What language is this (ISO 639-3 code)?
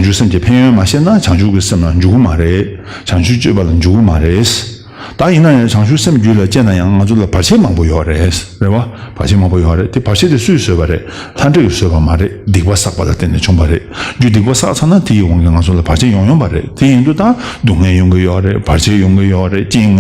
bod